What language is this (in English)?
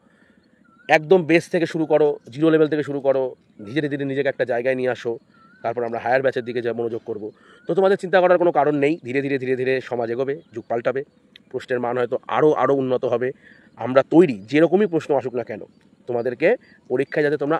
Bangla